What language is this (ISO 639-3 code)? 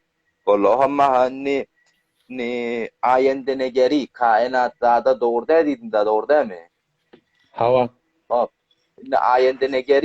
tuk